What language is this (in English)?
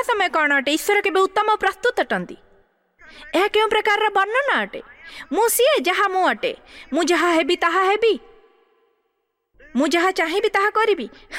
Odia